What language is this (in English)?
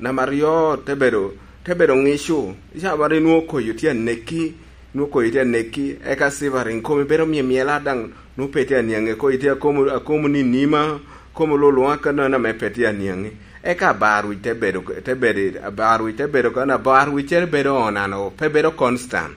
Lango (Uganda)